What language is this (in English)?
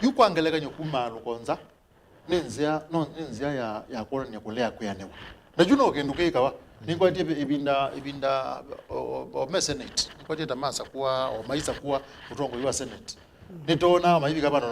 Kamba